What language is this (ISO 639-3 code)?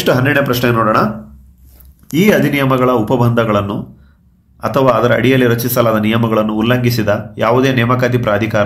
kan